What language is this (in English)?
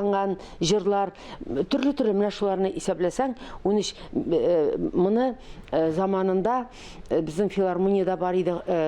Tatar